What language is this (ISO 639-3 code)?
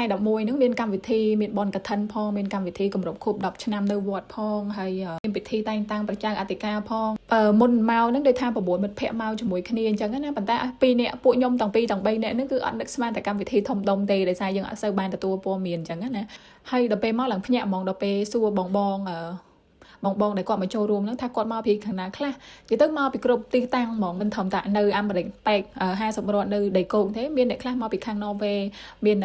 khm